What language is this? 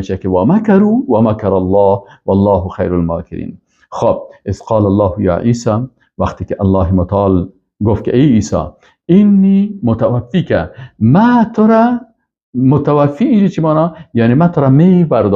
Persian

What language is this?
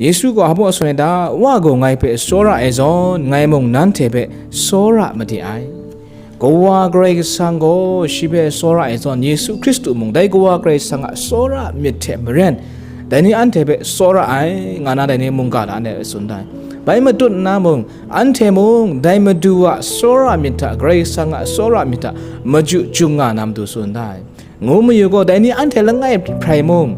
Kachin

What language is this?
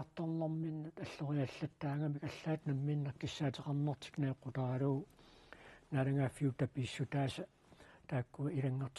Kalaallisut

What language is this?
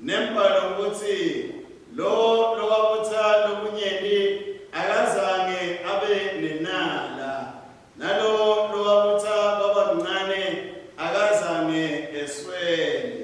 Swati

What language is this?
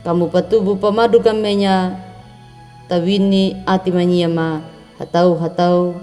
Anakalangu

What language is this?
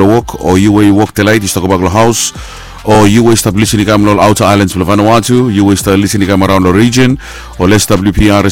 Bislama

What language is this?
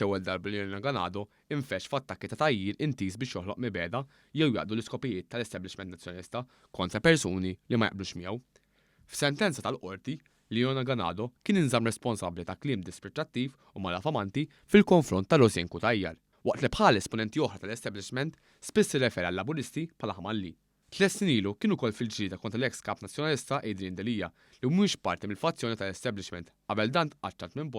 Maltese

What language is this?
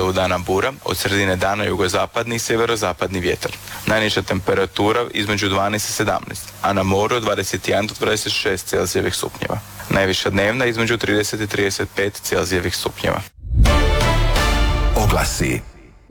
Croatian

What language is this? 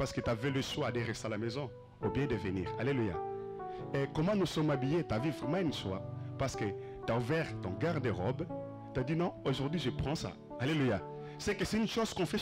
French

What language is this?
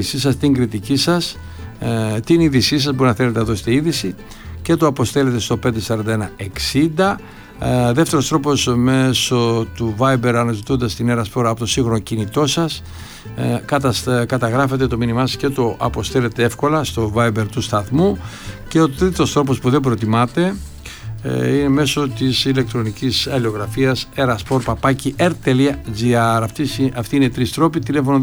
Greek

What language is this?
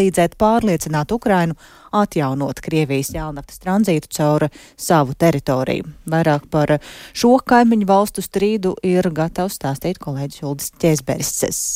Latvian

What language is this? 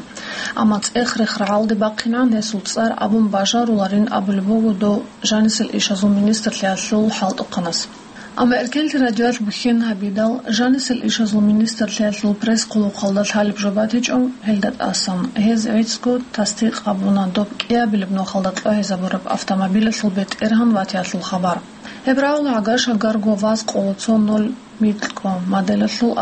Avaric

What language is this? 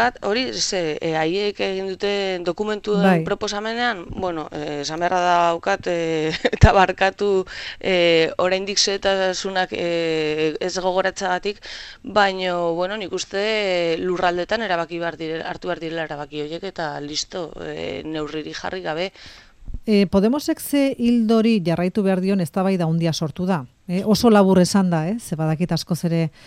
Basque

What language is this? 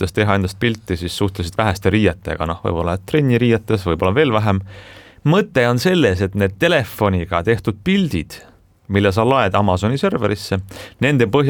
Estonian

